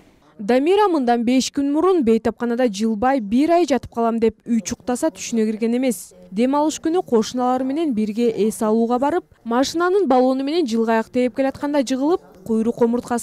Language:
Kyrgyz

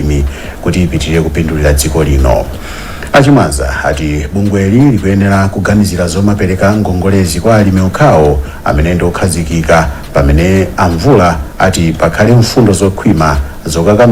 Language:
Nyanja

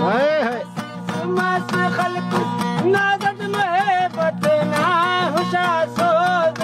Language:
Brahui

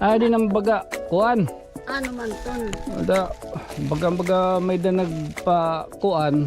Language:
Waray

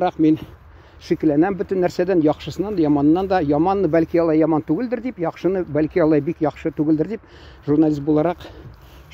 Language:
Tatar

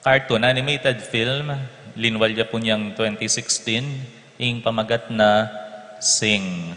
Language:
Pampanga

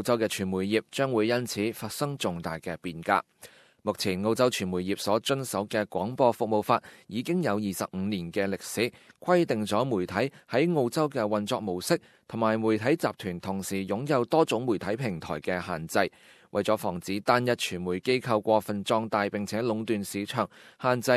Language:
Cantonese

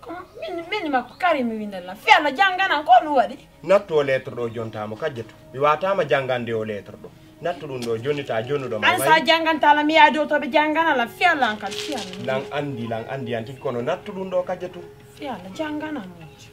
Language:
Pular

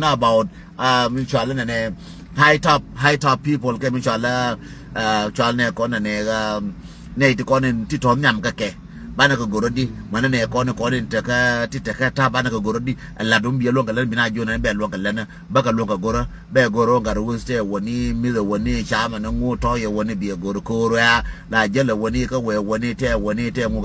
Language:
Nuer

